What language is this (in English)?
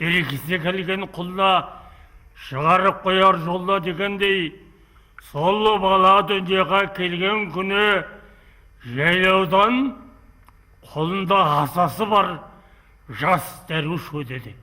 Kara-Kalpak